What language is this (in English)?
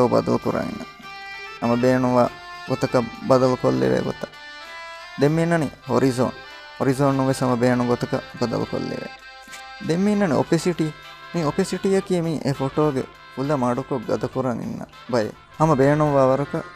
Divehi